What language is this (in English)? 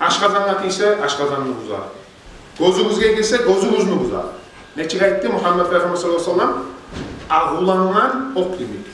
Kumyk